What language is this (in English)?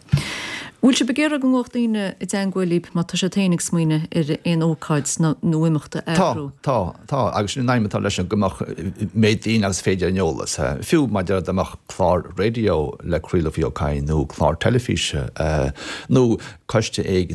Irish